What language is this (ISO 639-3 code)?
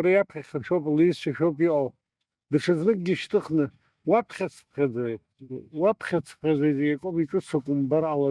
abk